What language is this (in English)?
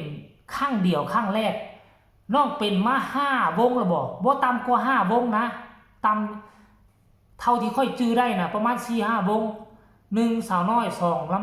Northeastern Thai